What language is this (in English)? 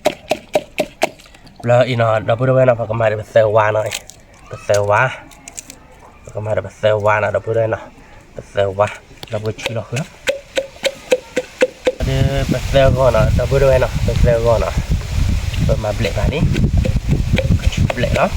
S'gaw Karen